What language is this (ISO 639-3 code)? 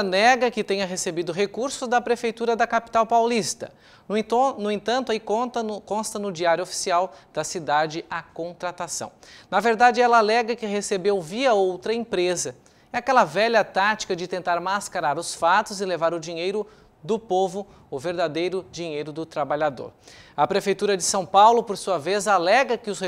por